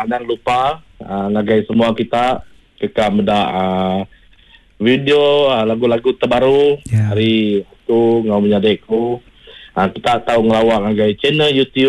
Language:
Iban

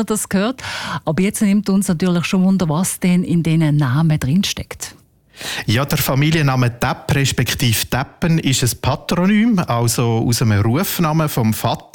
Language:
German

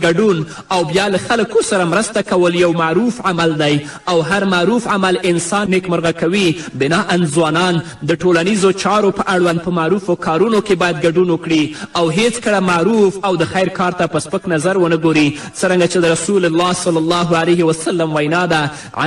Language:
Pashto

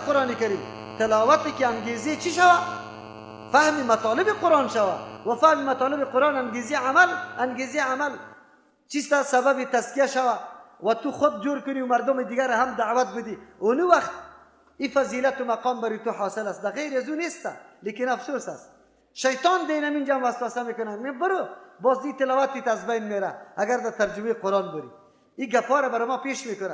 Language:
Persian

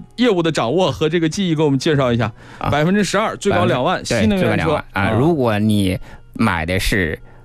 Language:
Chinese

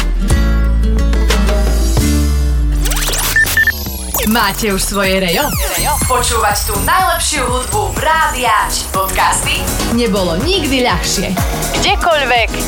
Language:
Slovak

